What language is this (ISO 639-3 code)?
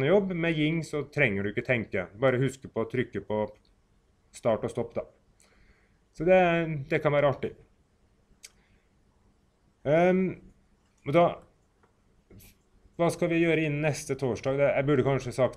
nor